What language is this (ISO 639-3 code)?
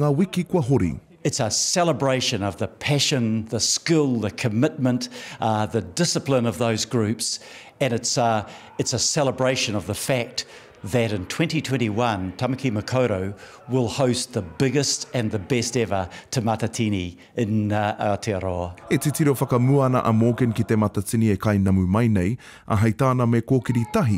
mri